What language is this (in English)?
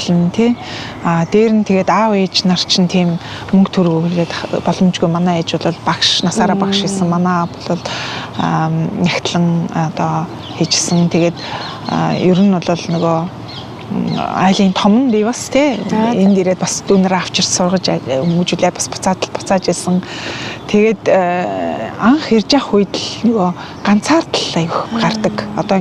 Mongolian